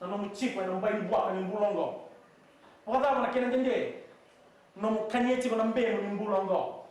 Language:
Fijian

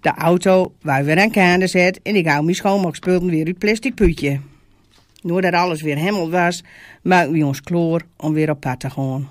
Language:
Gronings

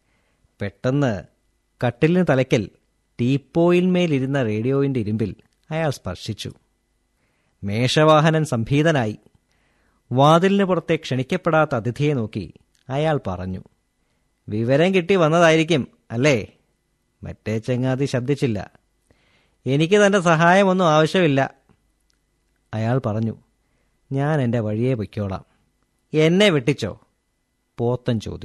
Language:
Malayalam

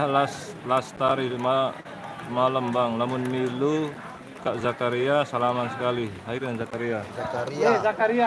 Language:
Sasak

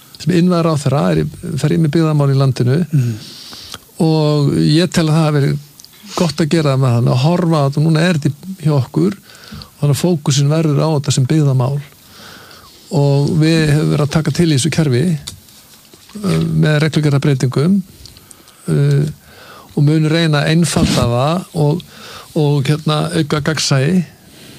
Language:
Icelandic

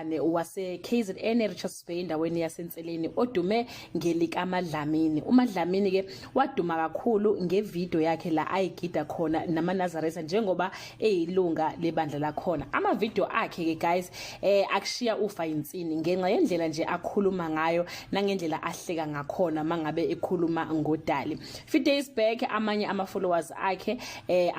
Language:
Zulu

